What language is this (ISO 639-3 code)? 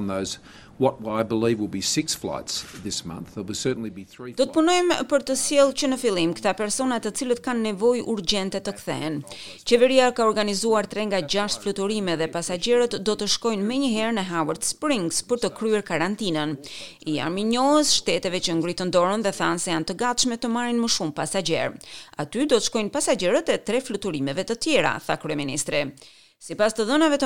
sqi